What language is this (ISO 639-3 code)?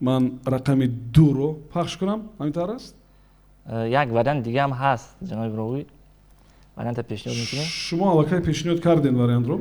tgk